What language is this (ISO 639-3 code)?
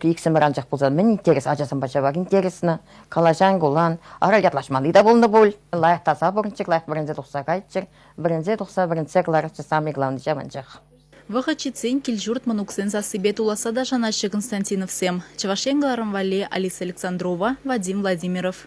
chv